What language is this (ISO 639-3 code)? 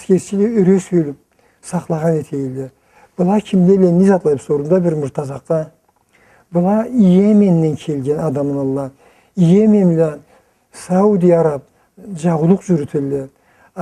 krc